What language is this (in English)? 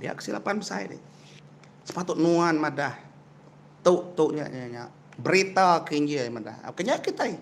Iban